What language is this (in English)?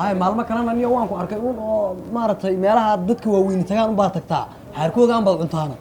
Somali